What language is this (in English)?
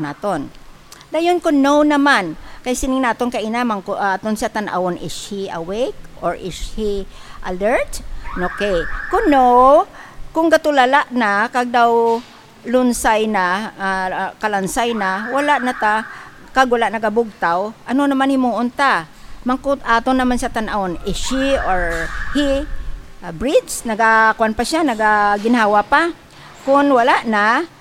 Hiligaynon